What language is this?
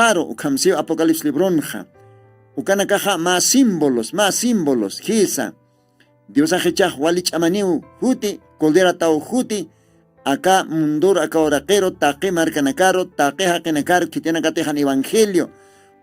Aymara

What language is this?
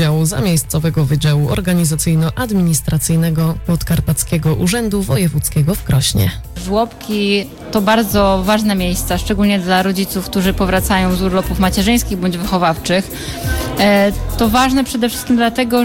Polish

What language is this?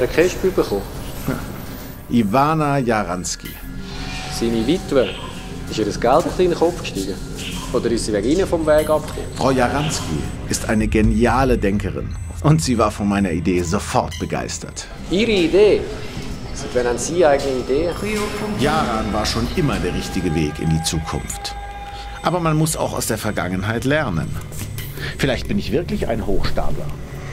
Swiss German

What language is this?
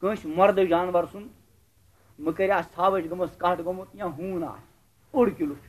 Kashmiri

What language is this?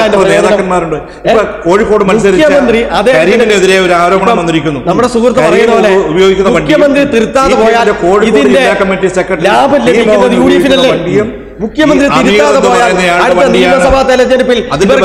Malayalam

